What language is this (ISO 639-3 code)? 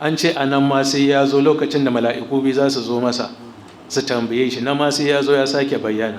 hau